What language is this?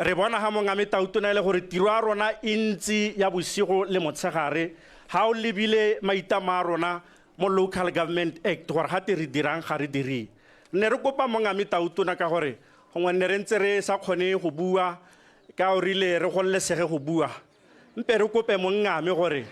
Tswana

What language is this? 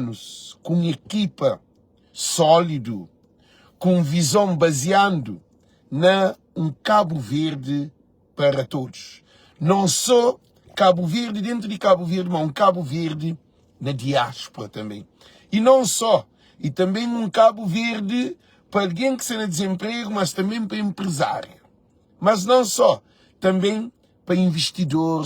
Kabuverdianu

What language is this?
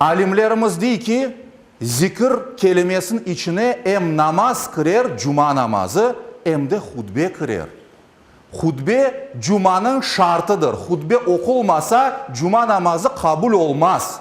Crimean Tatar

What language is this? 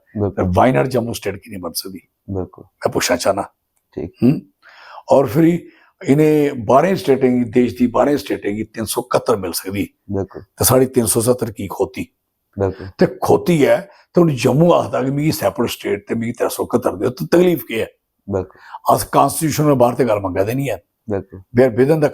Dogri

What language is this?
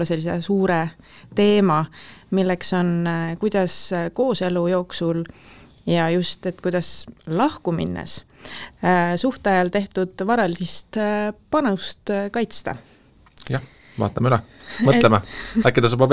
Estonian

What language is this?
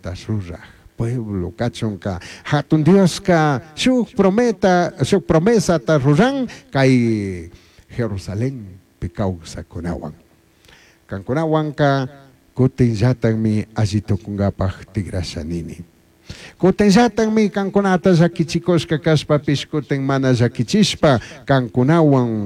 Chimborazo Highland Quichua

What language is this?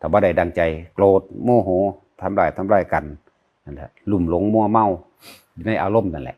Northeastern Thai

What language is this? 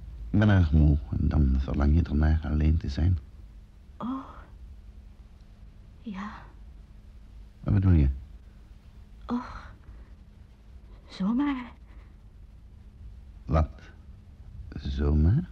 Dutch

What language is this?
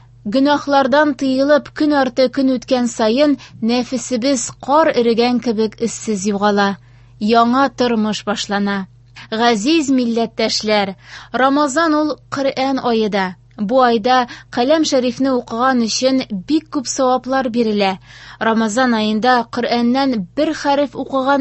Tatar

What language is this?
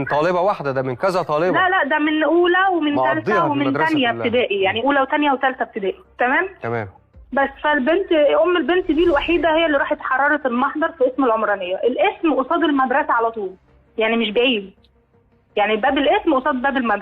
Egyptian Arabic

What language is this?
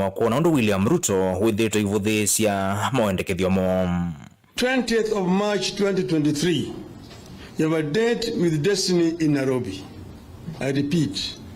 Kamba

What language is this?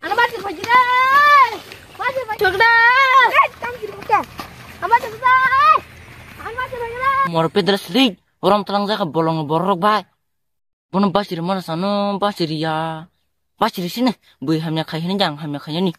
Kok Borok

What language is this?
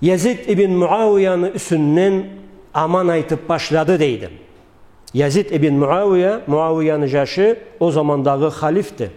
Karachay-Balkar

